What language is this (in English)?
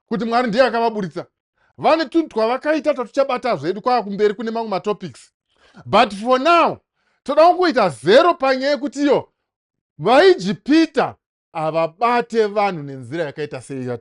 Shona